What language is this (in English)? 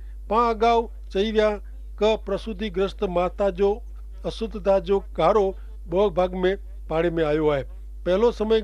Kachhi